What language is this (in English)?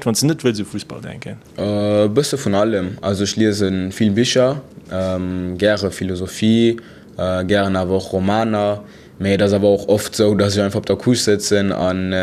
Luxembourgish